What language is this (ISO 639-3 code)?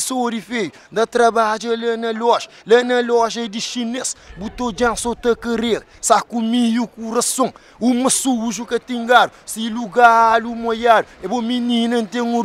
kea